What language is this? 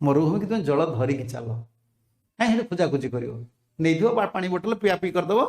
Odia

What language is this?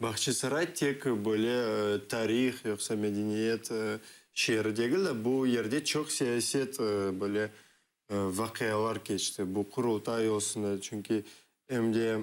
Crimean Tatar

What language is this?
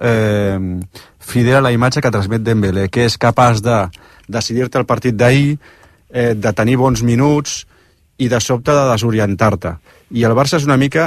Catalan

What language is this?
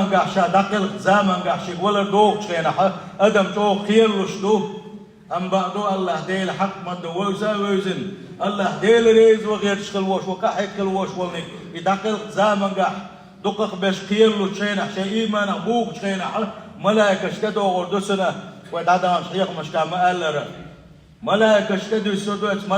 Chechen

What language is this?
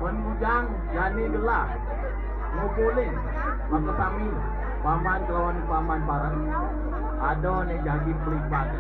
Balinese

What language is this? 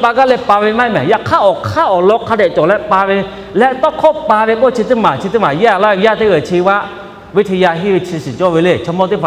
Lahu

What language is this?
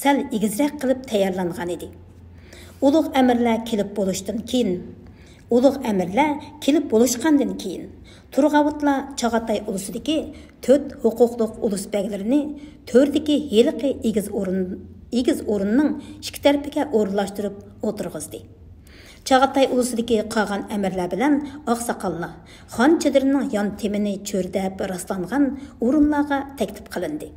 Uyghur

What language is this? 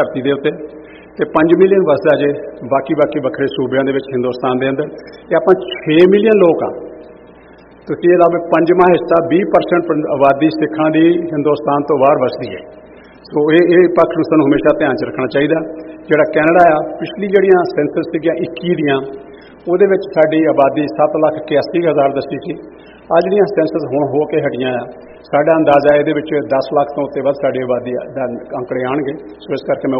Punjabi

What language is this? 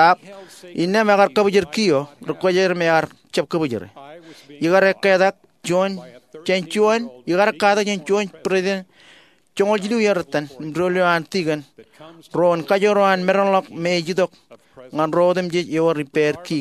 Marshallese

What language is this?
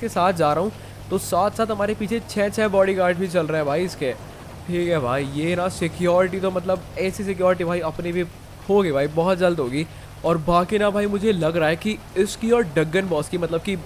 Hindi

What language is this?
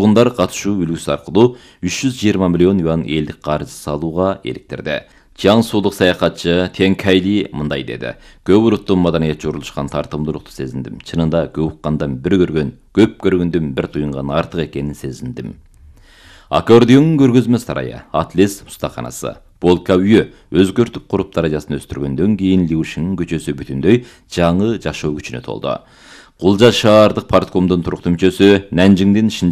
Kyrgyz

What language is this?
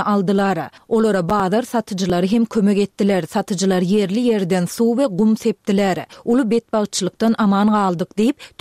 Turkmen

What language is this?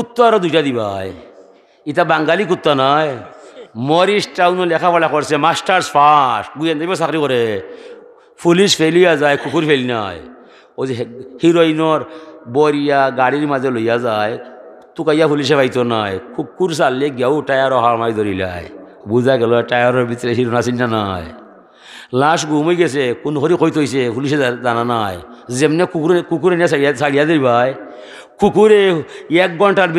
Sylheti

